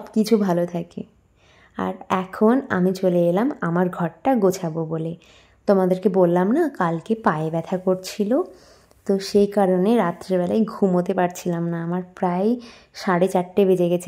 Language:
Bangla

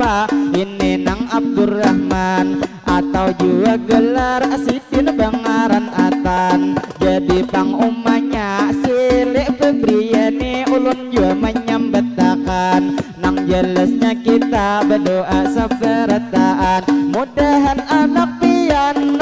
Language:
Banjar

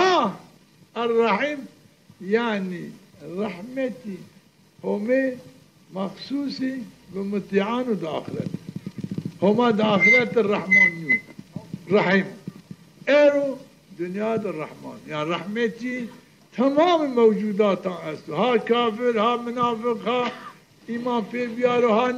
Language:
Zaza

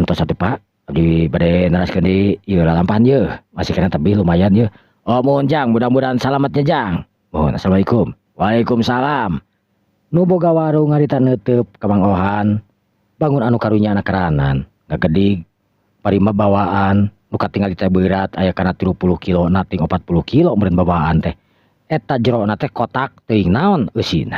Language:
Sundanese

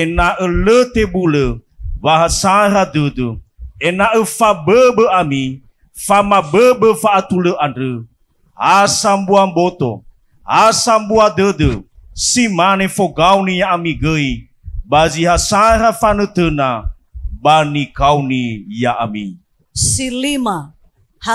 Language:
Nias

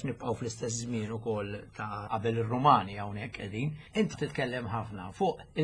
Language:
Maltese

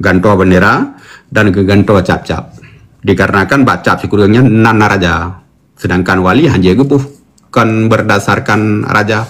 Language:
Achinese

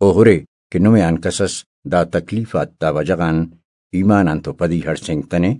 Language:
Brahui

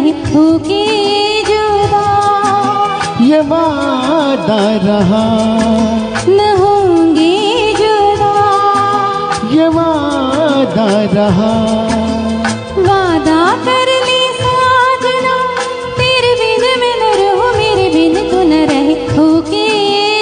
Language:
Hindi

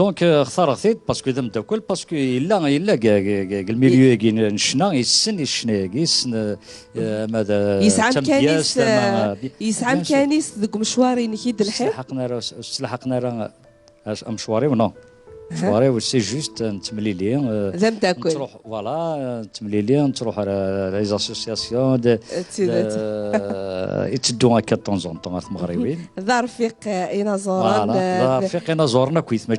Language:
Kabyle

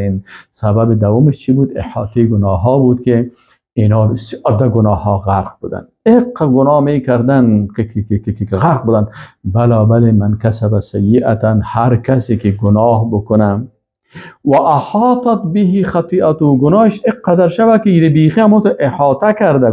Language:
Persian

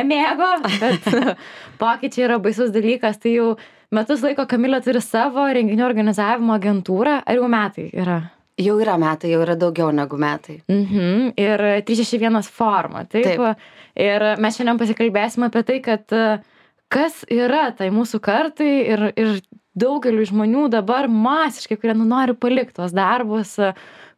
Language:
Lithuanian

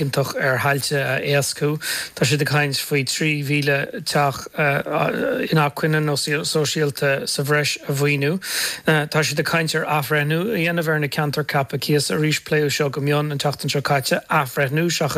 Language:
Irish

